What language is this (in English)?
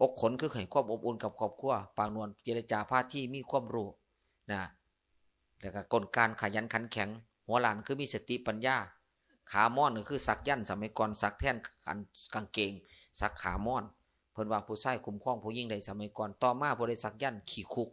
Northeastern Thai